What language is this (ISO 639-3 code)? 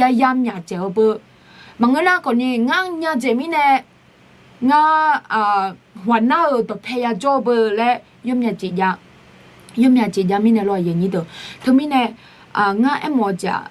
ahk